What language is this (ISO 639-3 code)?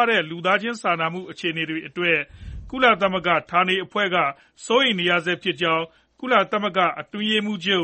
mya